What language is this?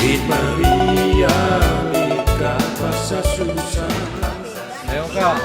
Batak Karo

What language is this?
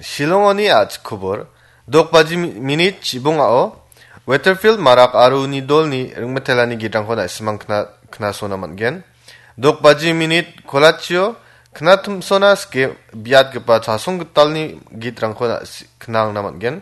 Garo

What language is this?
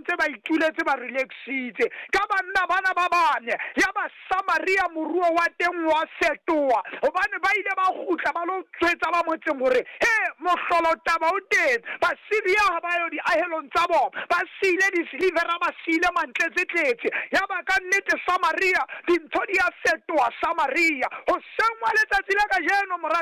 Southern Sotho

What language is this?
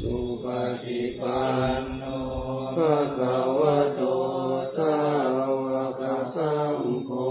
Pali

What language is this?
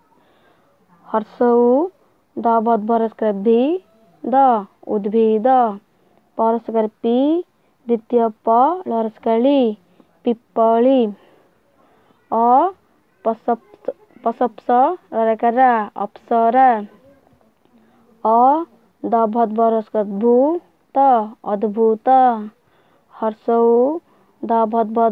Odia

